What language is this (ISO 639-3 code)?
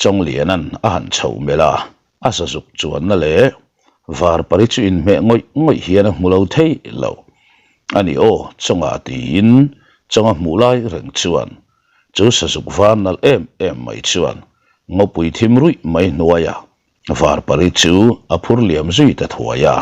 lus